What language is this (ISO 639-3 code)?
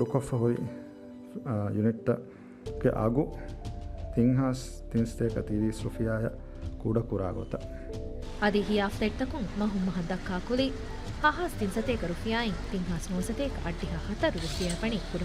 div